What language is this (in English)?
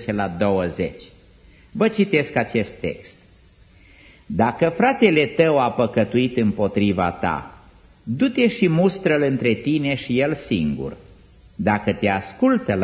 Romanian